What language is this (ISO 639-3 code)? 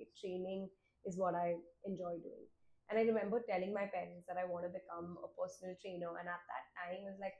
eng